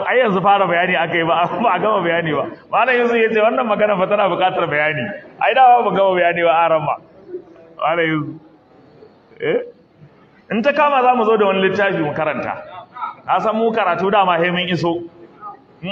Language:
Hausa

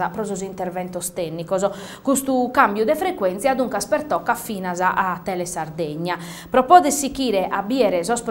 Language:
Sardinian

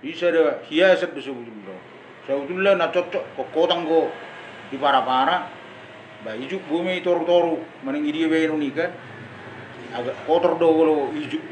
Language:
Batak Toba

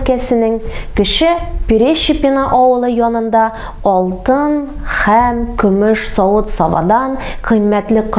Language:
Tatar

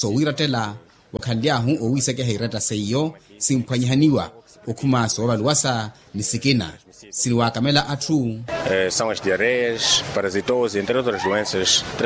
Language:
Makhuwa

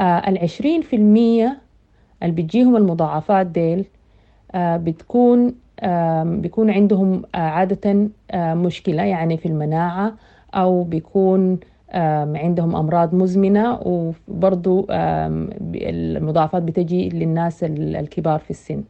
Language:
Sudanese Arabic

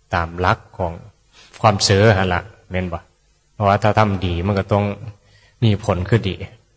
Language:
Northeastern Thai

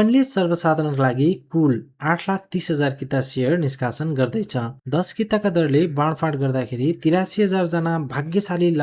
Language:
Nepali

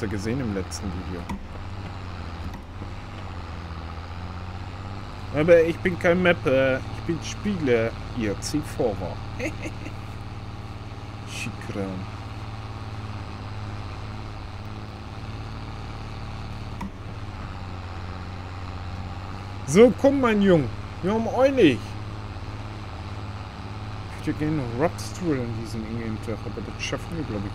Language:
German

